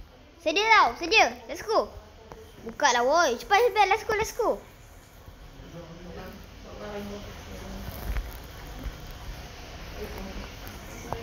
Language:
Malay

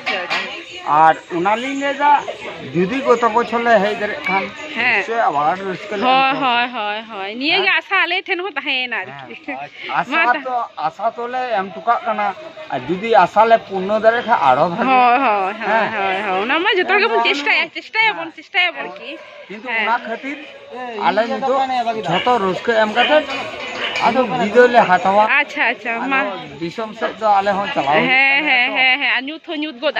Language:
Santali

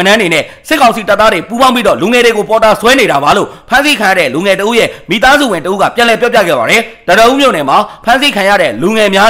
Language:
Burmese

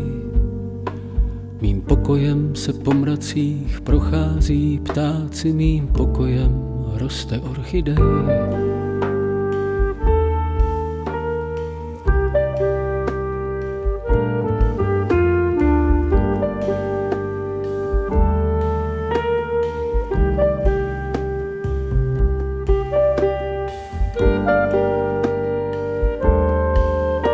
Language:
Czech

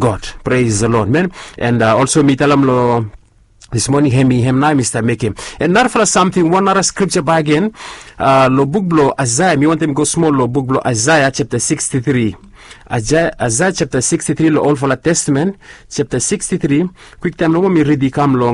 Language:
Bislama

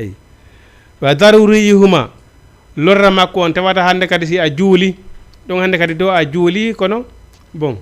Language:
Fula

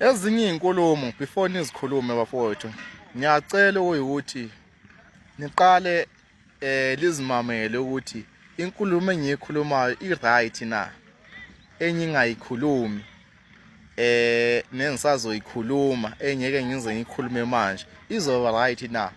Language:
Zulu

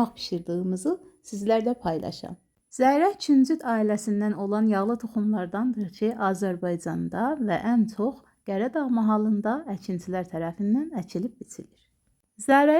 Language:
Azerbaijani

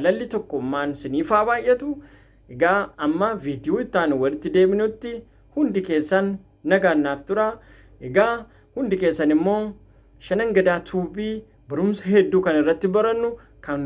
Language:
Oromo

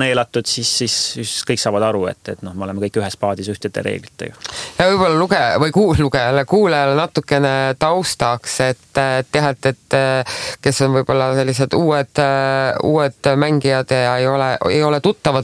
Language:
Estonian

